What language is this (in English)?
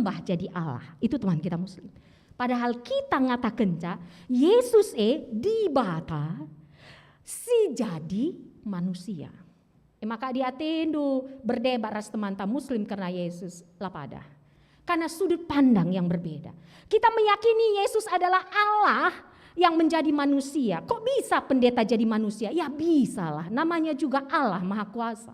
Batak Karo